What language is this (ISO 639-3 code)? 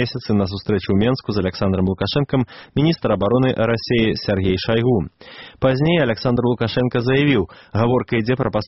bel